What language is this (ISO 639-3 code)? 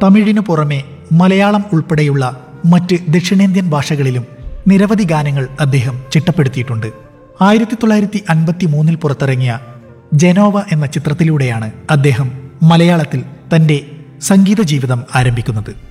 mal